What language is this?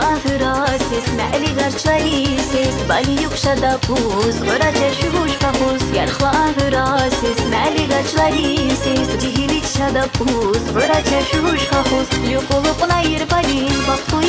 Tabassaran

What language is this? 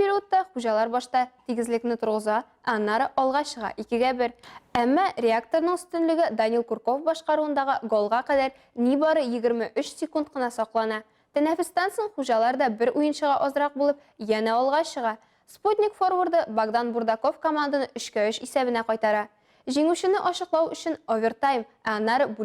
Tatar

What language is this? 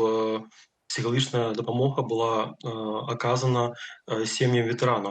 Belarusian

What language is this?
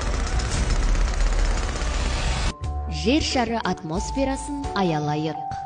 Kazakh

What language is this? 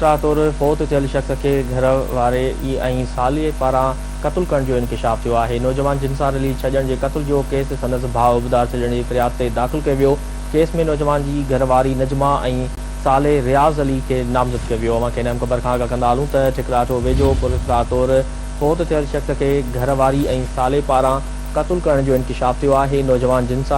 Sindhi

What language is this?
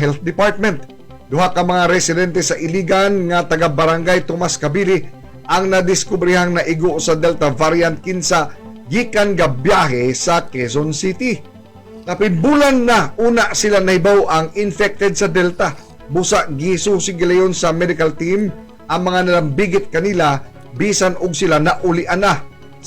Cebuano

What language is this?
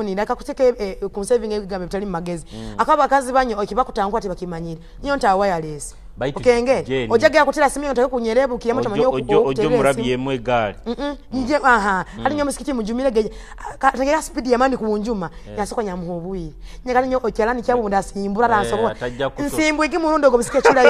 Tooro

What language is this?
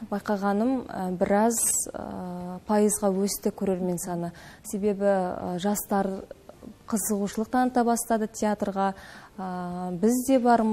Kazakh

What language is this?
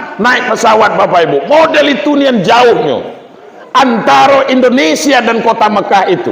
Minangkabau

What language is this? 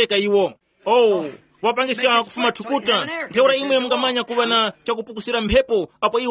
Tumbuka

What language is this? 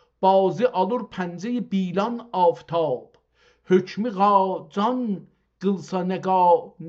South Azerbaijani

